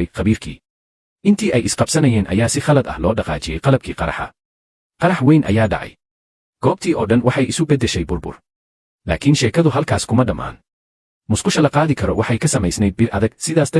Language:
Somali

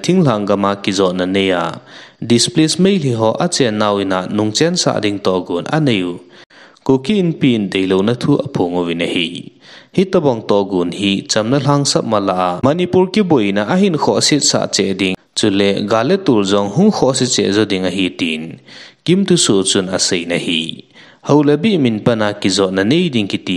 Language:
Thado Chin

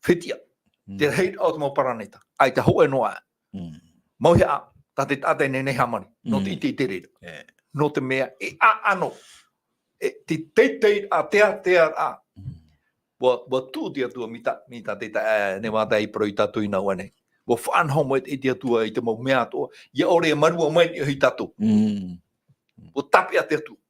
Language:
Tahitian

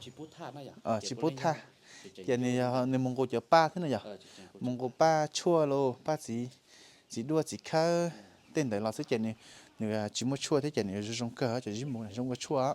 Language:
Hmong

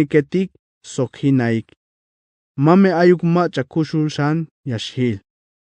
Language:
Tzeltal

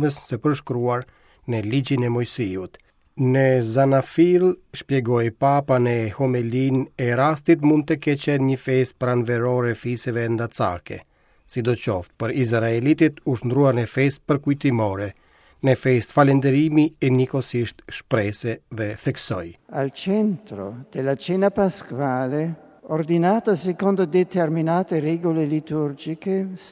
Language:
Albanian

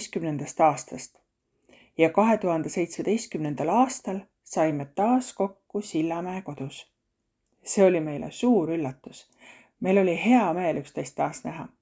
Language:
Estonian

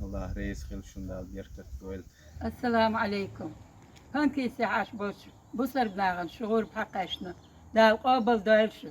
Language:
Chechen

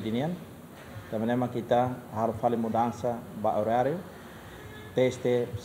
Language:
Tetum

